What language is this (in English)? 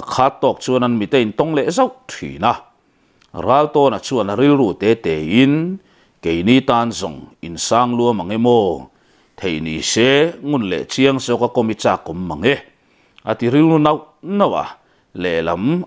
Mizo